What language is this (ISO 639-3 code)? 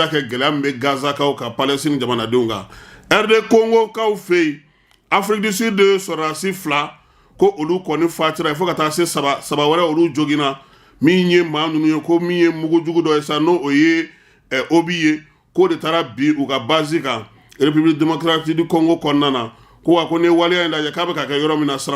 bam